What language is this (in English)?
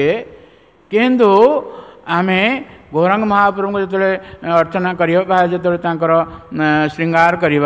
Odia